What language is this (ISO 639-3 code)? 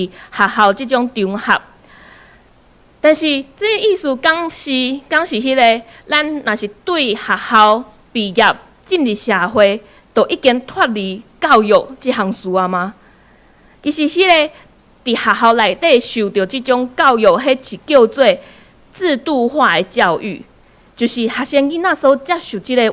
nan